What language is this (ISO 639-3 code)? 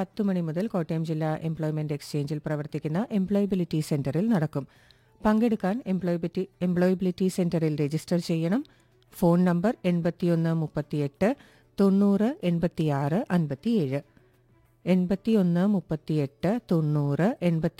mal